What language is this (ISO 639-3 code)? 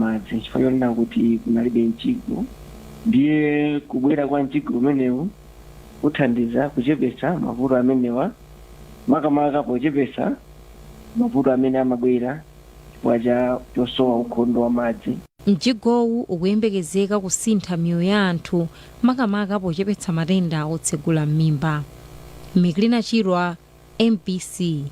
nya